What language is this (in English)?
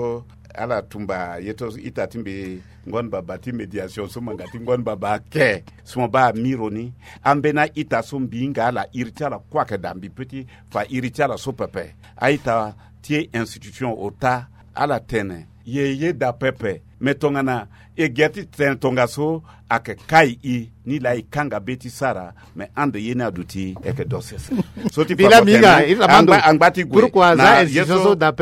Sango